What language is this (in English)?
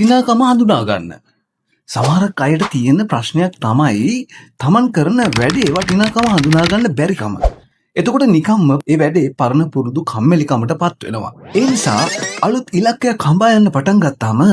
Sinhala